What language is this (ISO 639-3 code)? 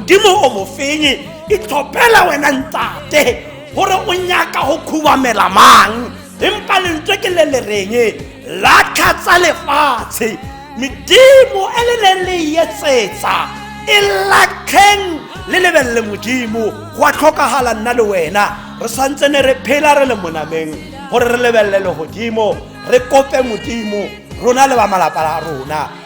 tsn